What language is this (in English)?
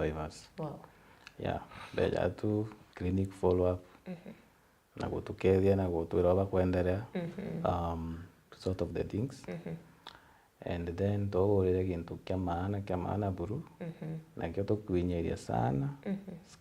Meru